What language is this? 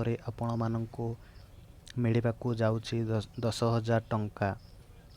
Odia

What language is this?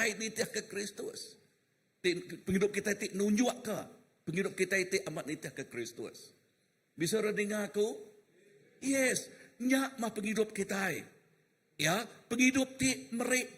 Iban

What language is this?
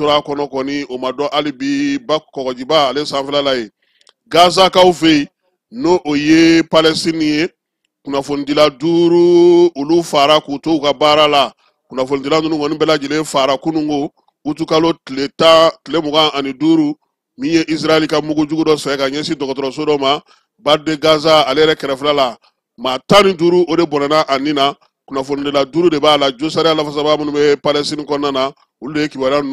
Bambara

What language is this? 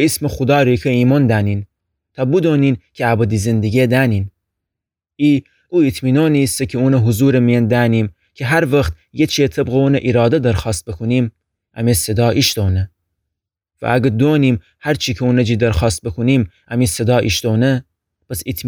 Gilaki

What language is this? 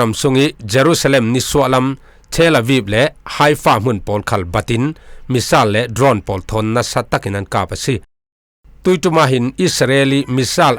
Falam Chin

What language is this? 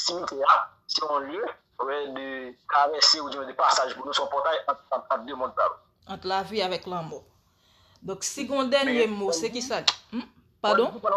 Haitian Creole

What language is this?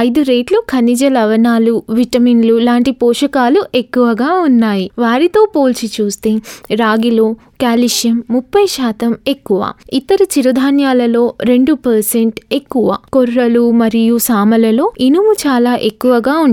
Telugu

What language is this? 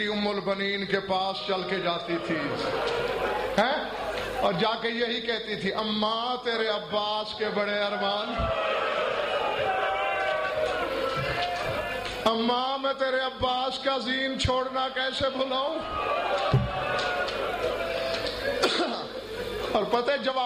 Urdu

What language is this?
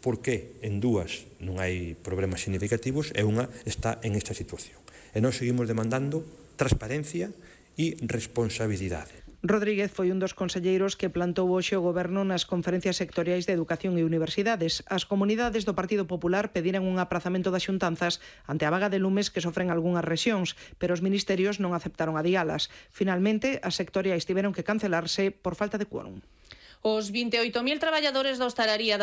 Galician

